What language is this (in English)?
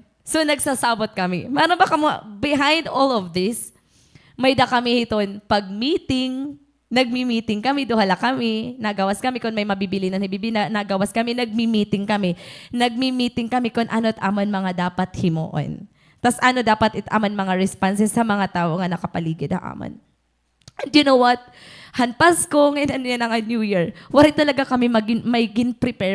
Waray